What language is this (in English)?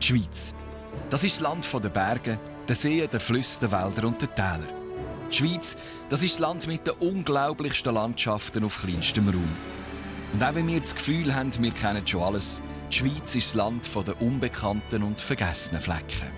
Swiss German